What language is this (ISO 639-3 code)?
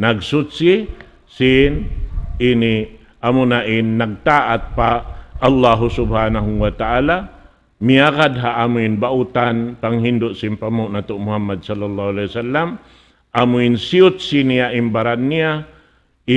tsg